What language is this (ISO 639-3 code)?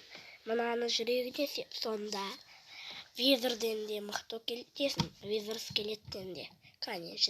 kaz